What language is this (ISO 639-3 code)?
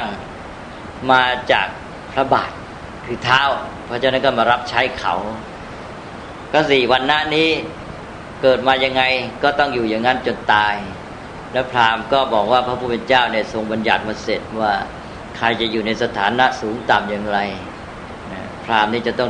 tha